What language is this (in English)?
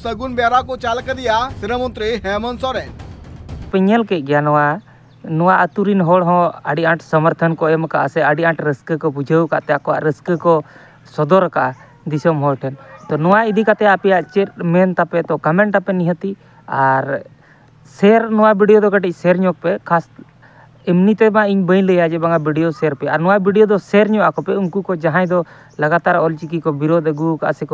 Santali